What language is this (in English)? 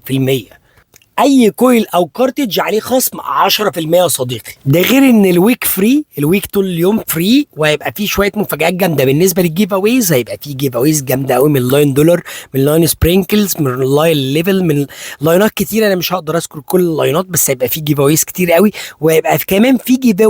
Egyptian Arabic